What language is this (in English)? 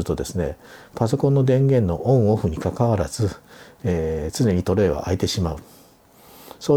Japanese